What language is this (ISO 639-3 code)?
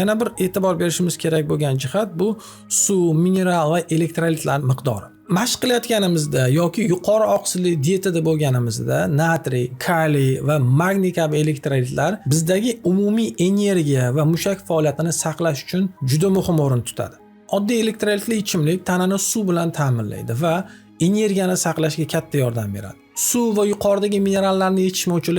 uzb